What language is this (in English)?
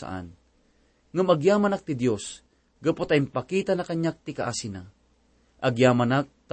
Iloko